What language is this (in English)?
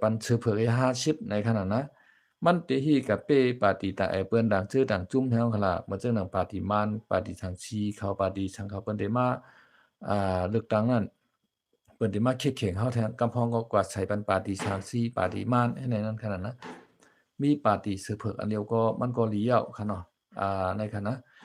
Shan